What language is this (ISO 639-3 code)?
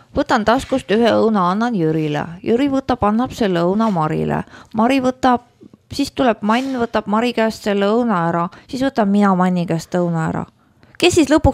est